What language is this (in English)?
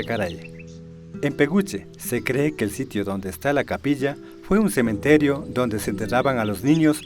Imbabura Highland Quichua